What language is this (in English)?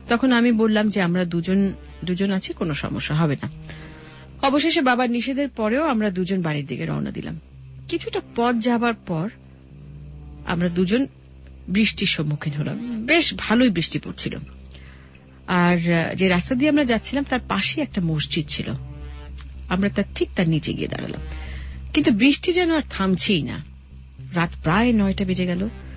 Bangla